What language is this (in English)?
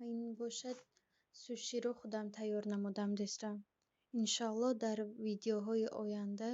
Tajik